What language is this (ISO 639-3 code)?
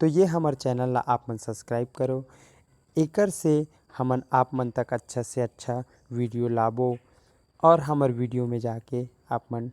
hne